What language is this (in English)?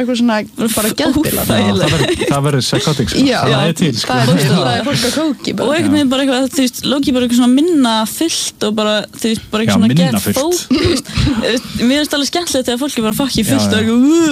Icelandic